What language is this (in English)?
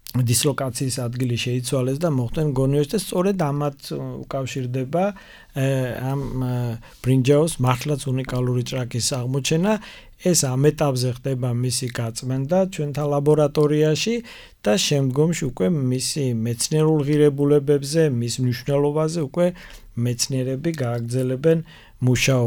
Georgian